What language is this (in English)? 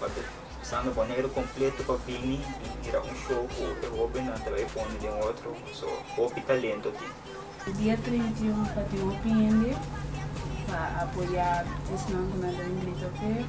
Papiamento